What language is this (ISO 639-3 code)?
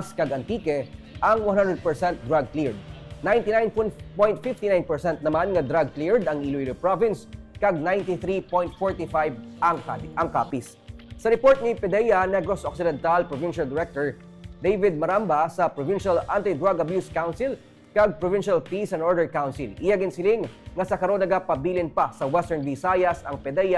hil